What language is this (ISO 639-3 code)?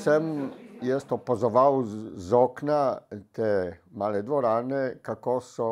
slv